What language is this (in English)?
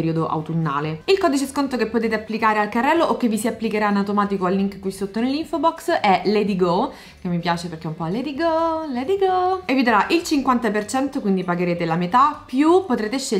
Italian